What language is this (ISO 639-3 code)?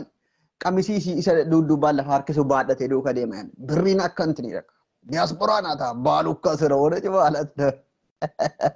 orm